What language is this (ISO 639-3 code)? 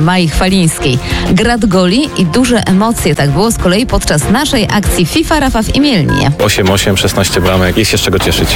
pol